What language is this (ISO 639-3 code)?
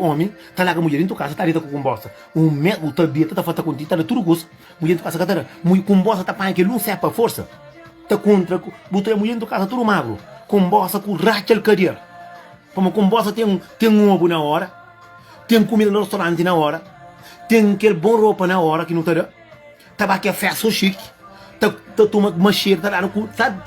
kea